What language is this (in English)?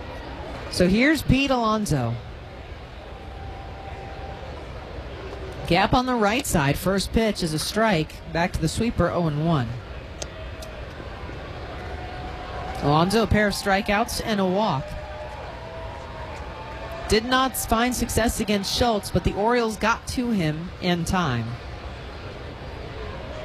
English